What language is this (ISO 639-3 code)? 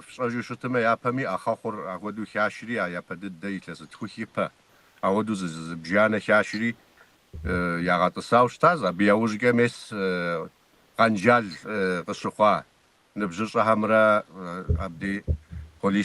kbd